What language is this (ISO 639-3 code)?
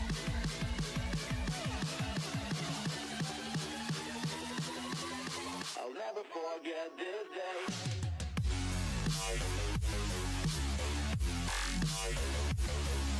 eng